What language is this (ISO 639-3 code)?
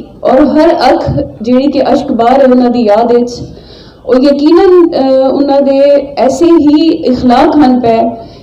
skr